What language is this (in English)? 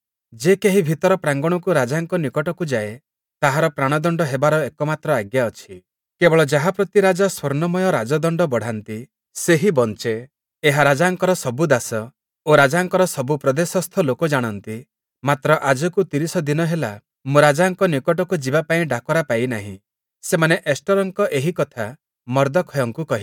Odia